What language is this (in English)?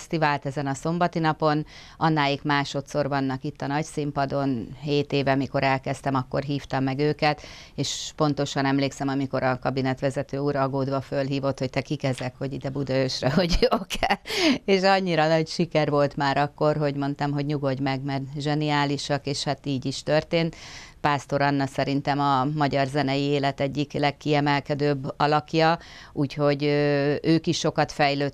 Hungarian